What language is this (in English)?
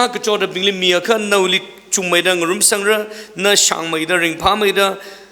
Tangkhul Naga (India)